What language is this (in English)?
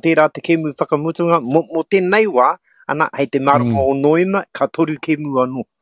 Māori